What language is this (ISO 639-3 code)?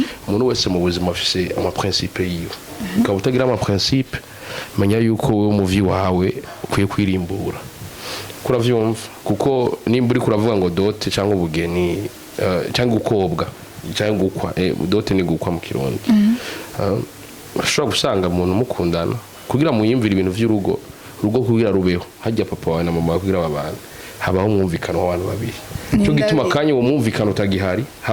run